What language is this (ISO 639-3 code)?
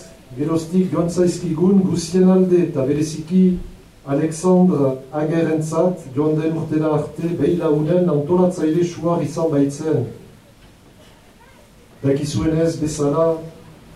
eus